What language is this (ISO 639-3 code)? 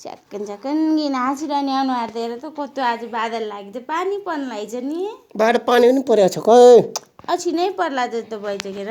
nep